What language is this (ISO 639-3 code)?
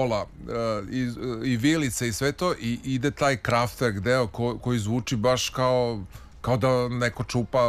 srp